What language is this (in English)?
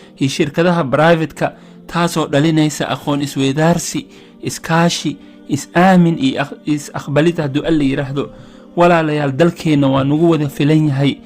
Somali